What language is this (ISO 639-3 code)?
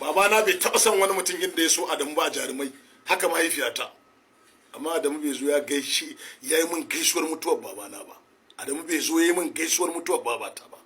hau